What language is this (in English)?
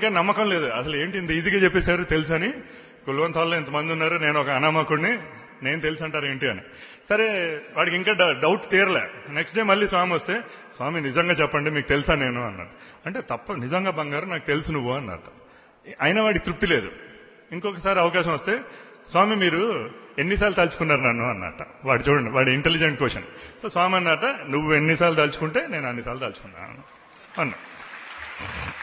Telugu